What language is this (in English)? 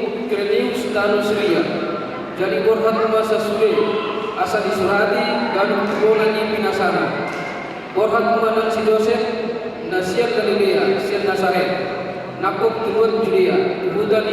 Batak Toba